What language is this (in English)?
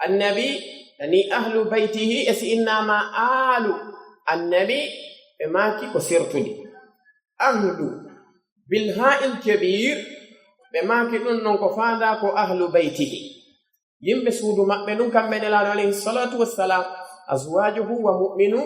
Pular